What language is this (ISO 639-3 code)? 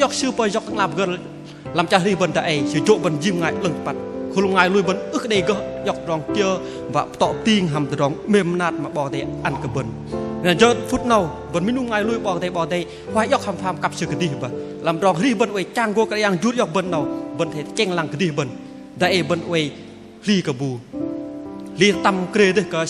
bdq